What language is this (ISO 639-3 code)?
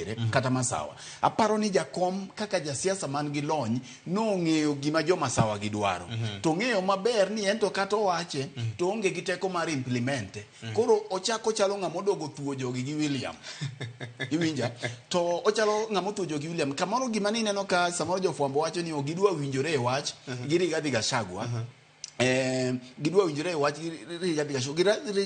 luo